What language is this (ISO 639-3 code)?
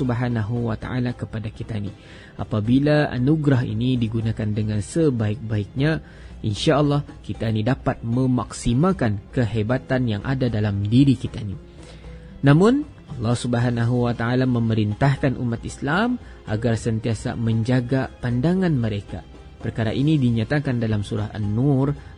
msa